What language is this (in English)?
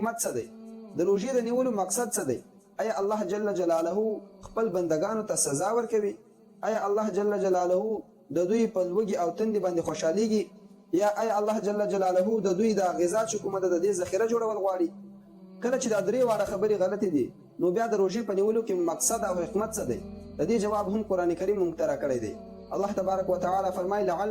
Pashto